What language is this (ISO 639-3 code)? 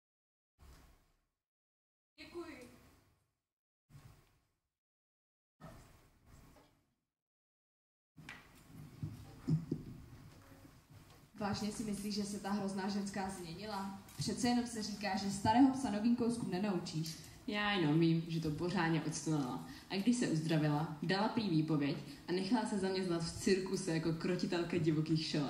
ces